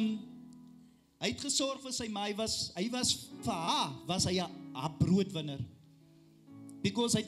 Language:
Afrikaans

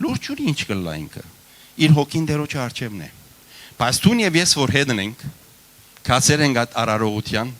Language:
Western Armenian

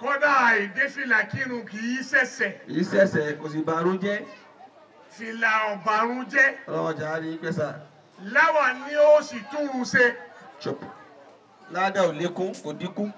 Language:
Yoruba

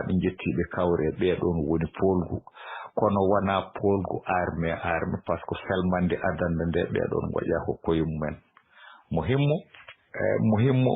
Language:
Fula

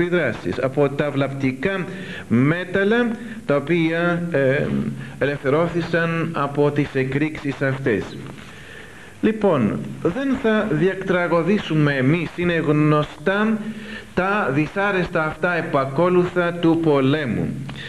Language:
Greek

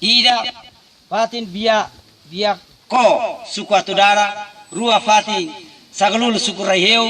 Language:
Tetum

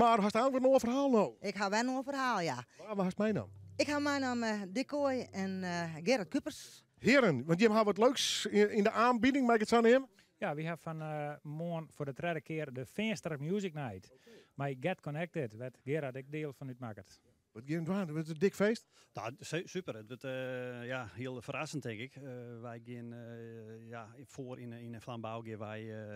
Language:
Western Frisian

